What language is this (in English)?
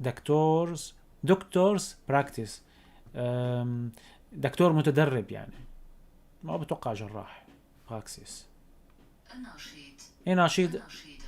North Levantine Arabic